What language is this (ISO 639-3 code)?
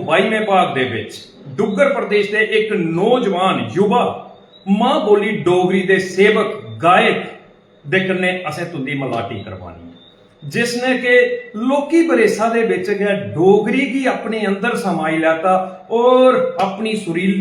doi